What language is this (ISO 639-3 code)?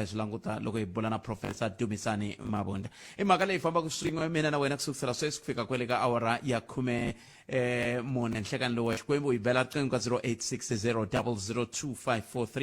tso